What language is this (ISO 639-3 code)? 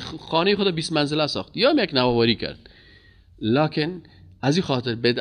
fas